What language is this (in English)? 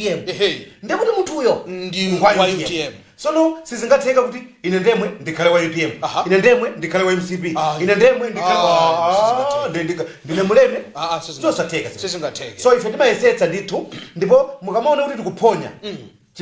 Nyanja